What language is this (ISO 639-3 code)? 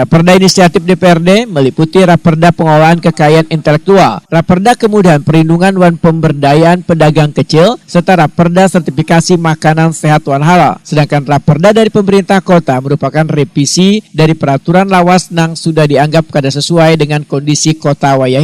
bjn